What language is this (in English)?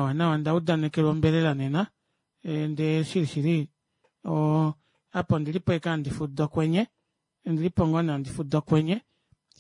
Kuanyama